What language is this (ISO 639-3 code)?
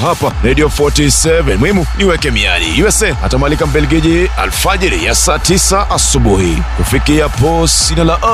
swa